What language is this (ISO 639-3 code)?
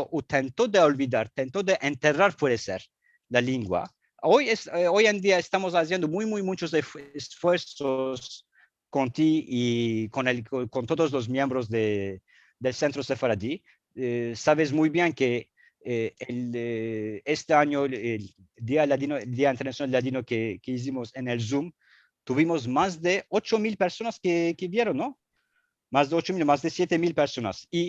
lad